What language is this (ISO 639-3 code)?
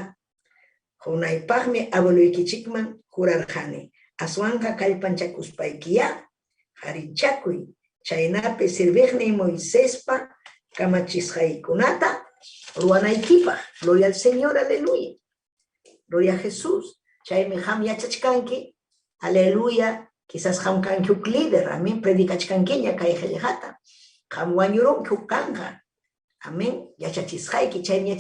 quy